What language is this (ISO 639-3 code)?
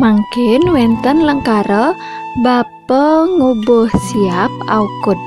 ban